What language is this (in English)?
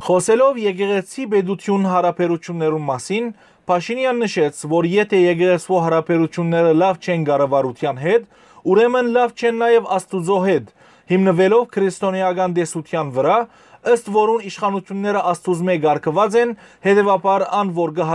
Western Armenian